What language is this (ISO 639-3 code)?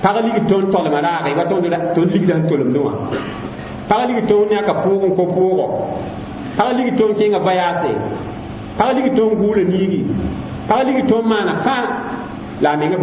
mos